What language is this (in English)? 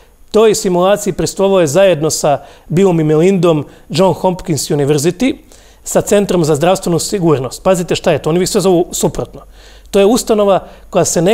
Croatian